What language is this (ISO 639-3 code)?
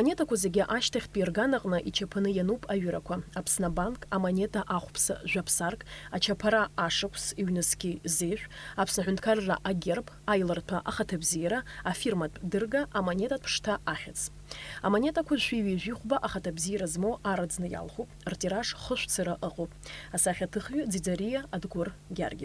abk